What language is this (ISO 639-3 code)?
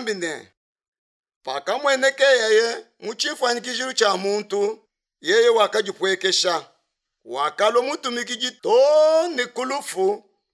lua